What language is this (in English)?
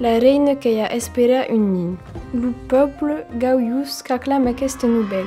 Occitan